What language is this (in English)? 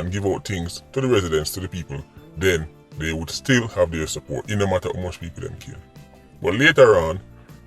Jamaican Creole English